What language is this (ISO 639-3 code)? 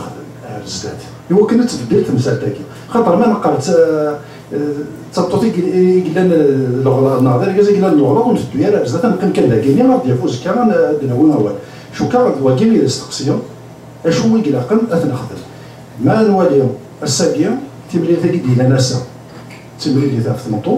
kab